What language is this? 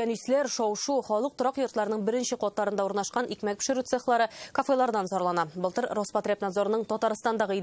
Tatar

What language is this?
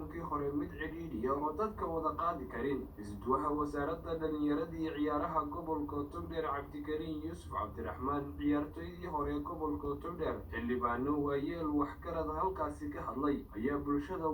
Somali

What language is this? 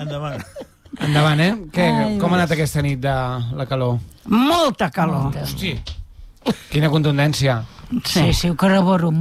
Catalan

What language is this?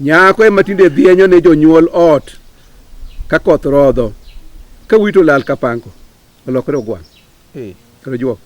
Luo (Kenya and Tanzania)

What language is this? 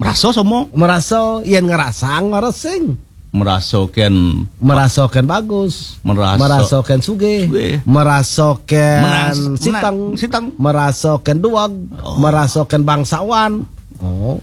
Balinese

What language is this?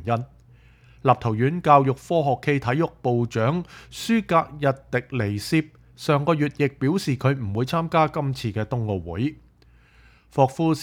Cantonese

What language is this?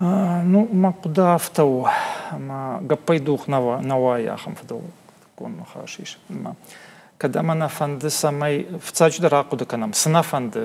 Ossetic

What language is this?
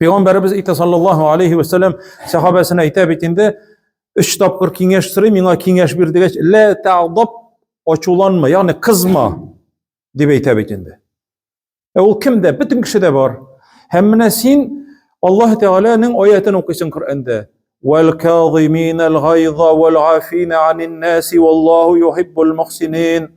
Tatar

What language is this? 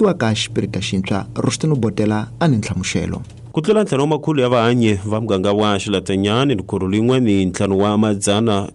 Tsonga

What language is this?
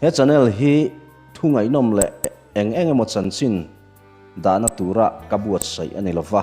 Mizo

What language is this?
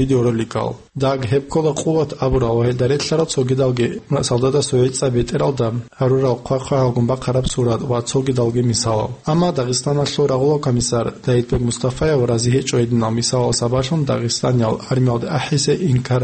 Avaric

